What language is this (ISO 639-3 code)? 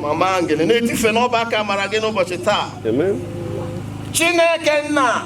ibo